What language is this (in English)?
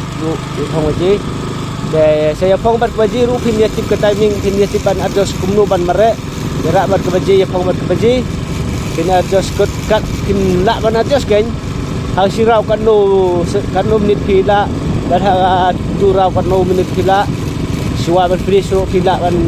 Khasi